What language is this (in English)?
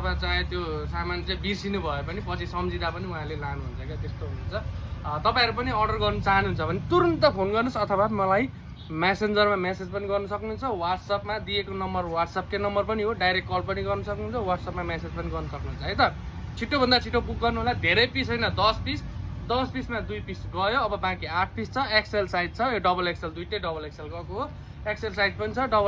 Nepali